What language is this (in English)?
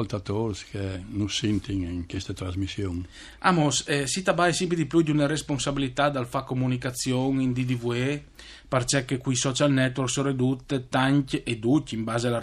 Friulian